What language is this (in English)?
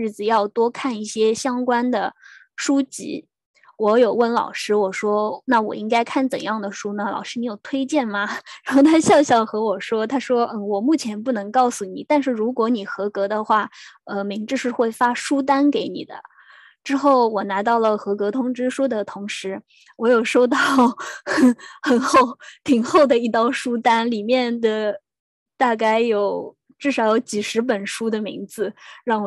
Chinese